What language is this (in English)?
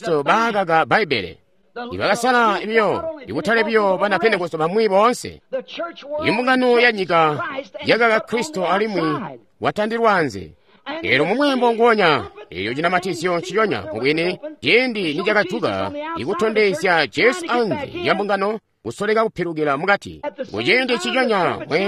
Tonga (Zambia)